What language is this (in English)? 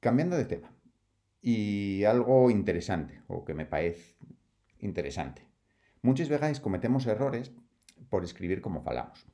Asturian